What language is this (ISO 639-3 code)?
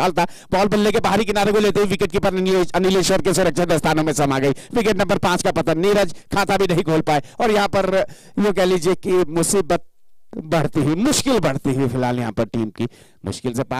hin